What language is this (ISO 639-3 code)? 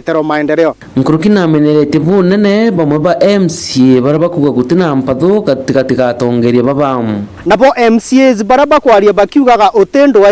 mer